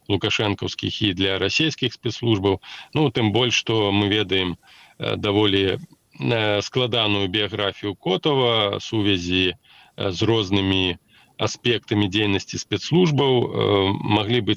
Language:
Belarusian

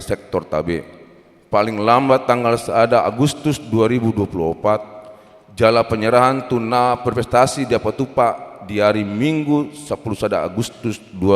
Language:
Batak Toba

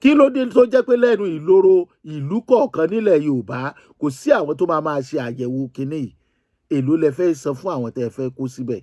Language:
Yoruba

